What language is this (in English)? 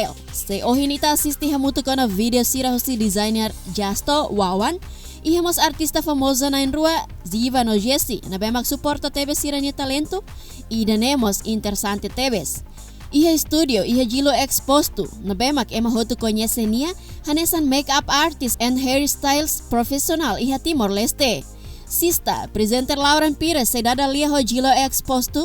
Tetum